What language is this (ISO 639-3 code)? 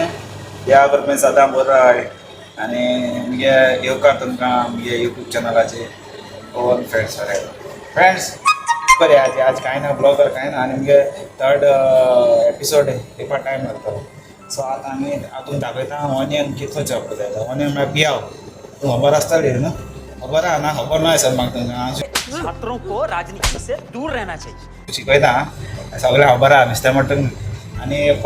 kok